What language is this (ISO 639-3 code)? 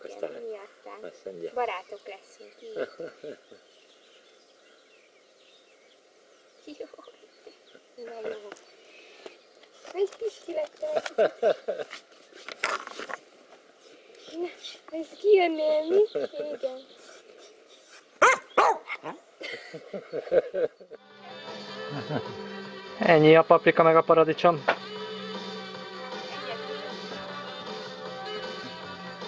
hun